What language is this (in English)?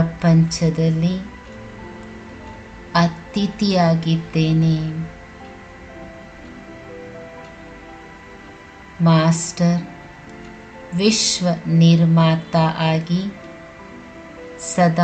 Kannada